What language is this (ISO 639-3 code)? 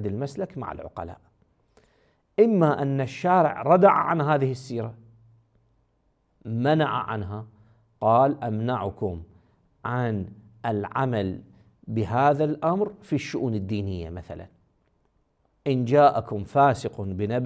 ara